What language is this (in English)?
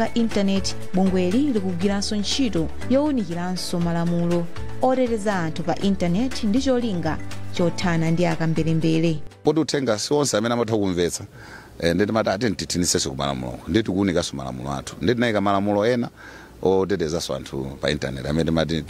Nyanja